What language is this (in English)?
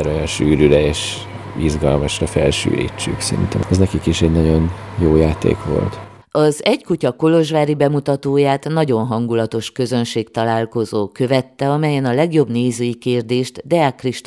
Hungarian